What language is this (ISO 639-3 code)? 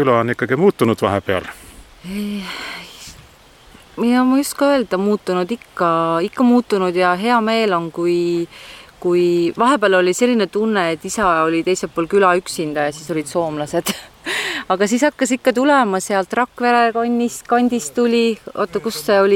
est